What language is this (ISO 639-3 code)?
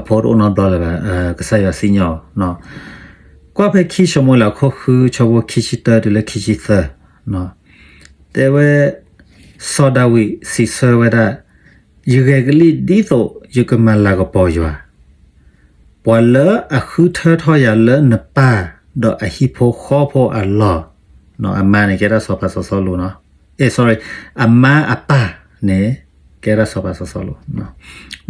ksw